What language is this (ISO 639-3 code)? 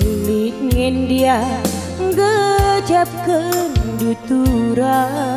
btx